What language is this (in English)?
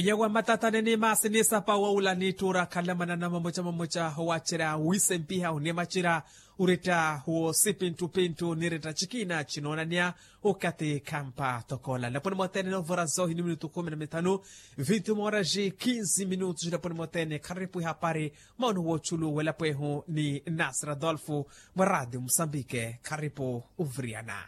Makhuwa